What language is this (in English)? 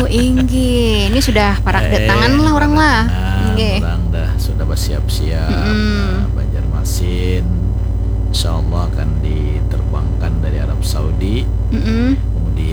Banjar